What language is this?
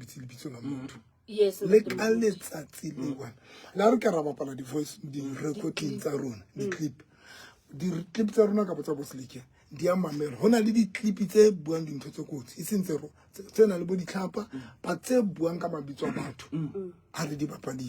Southern Sotho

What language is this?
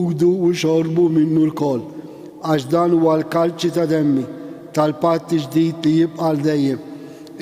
Maltese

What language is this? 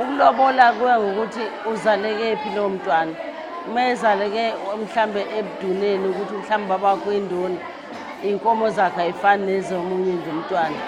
Zulu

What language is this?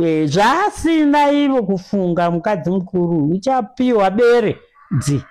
Shona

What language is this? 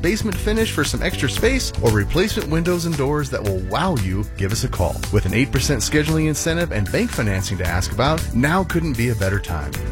English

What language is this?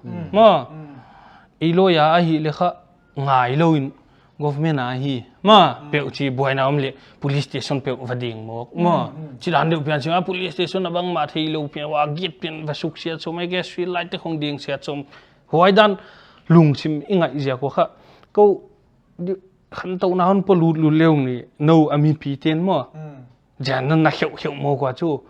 Paite Chin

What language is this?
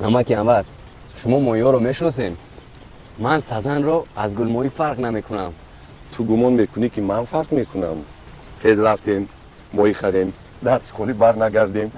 Tajik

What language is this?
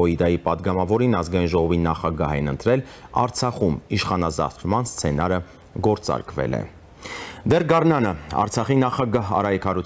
Armenian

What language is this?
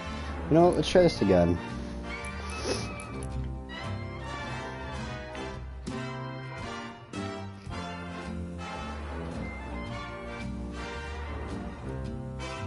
English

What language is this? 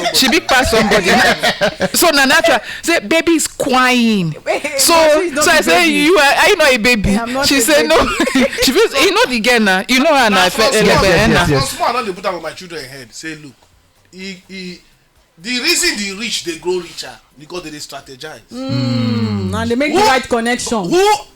Nigerian Pidgin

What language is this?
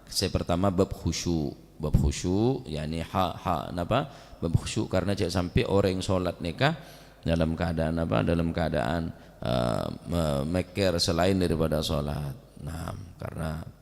Madurese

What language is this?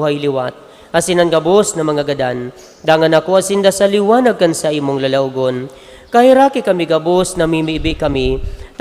Bikol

